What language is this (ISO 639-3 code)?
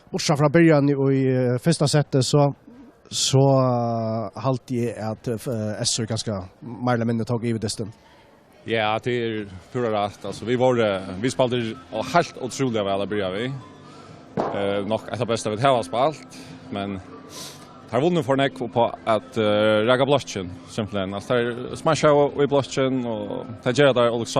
fao